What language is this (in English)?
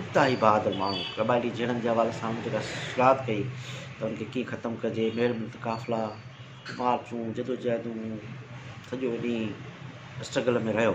Sindhi